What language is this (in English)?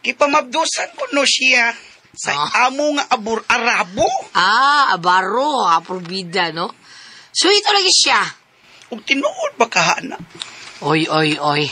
Cebuano